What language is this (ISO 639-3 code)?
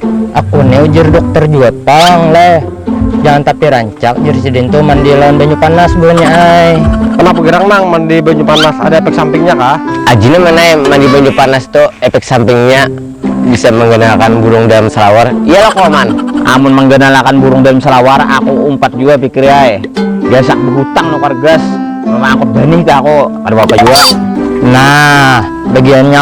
bjn